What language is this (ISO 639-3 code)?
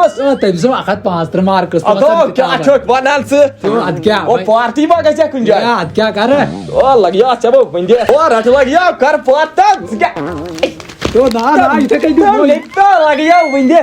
kas